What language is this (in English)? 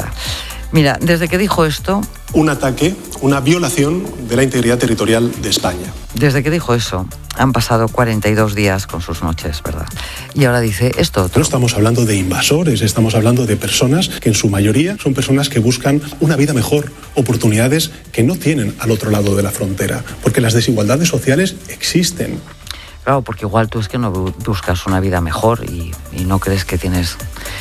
Spanish